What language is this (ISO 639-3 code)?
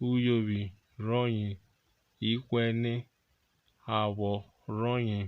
urh